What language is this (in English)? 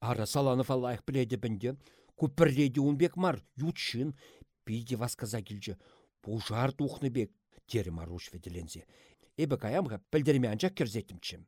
Chuvash